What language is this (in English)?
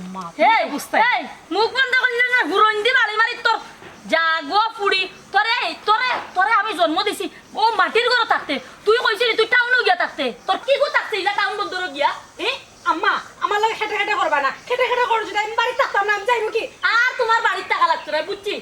Sylheti